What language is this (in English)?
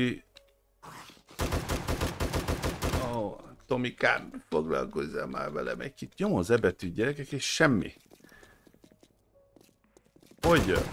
Hungarian